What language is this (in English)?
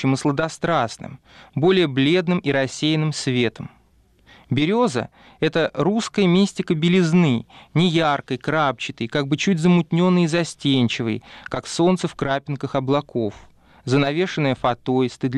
Russian